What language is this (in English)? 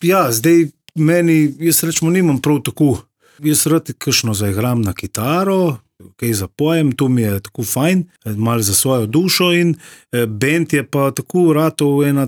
Slovenian